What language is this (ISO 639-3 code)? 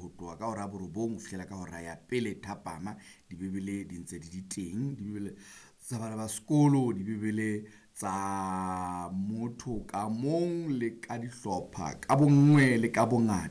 sot